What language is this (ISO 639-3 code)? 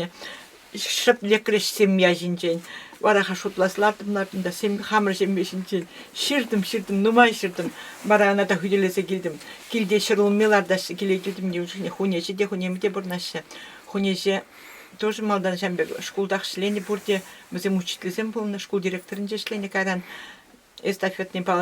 chv